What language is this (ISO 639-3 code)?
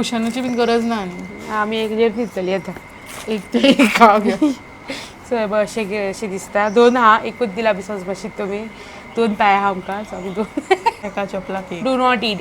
kok